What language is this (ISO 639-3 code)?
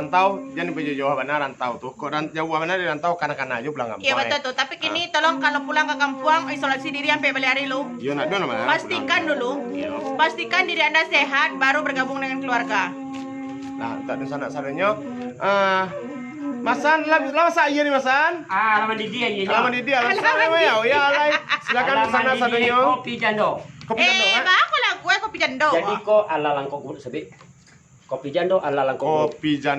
min